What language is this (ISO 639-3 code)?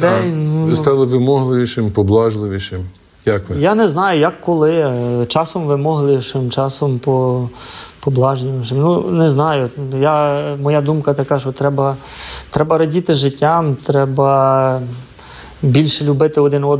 ukr